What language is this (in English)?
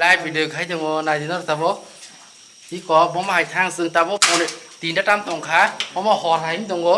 Kok Borok